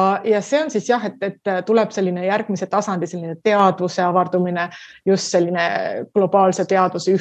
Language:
Estonian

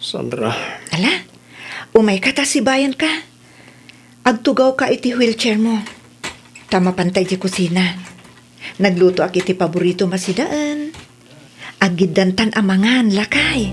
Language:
Iloko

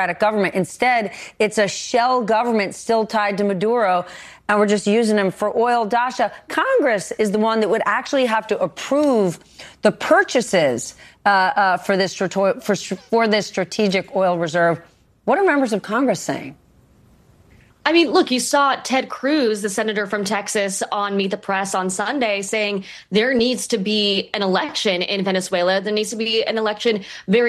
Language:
English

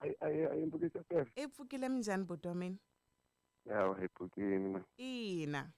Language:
Tsonga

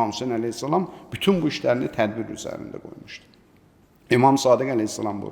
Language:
Azerbaijani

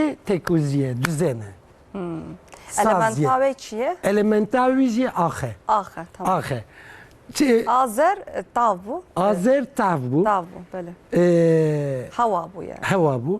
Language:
Kurdish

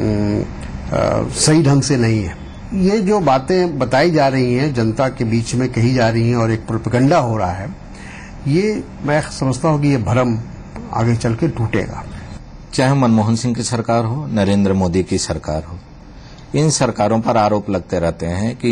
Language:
Hindi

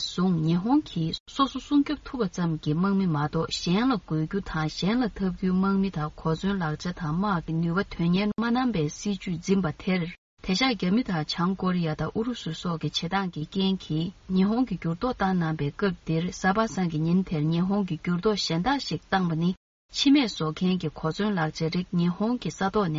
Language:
Tibetan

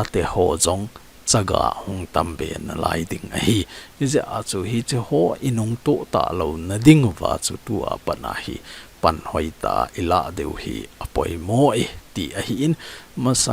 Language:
Thado Chin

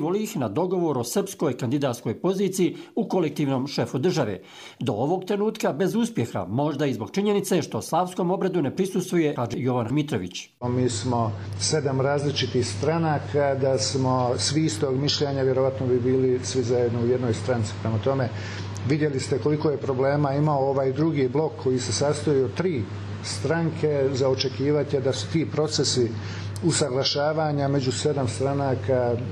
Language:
Croatian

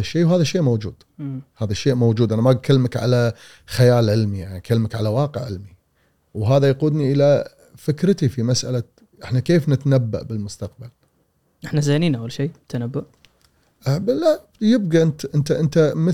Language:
Gulf Arabic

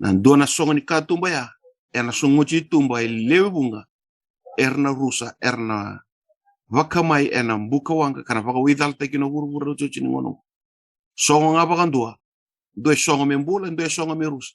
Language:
Fijian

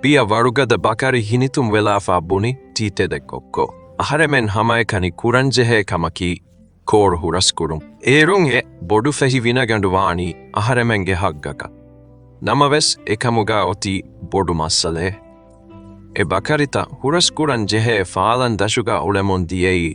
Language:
Divehi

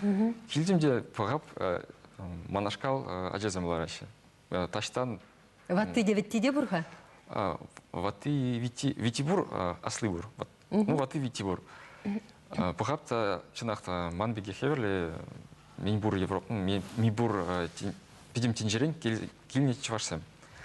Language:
Chuvash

